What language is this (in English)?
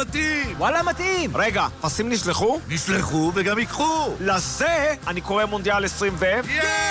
Hebrew